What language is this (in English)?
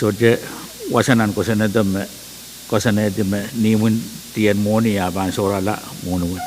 Pohnpeian